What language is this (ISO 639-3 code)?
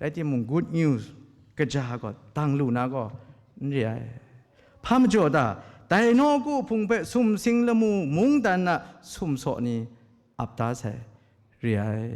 kac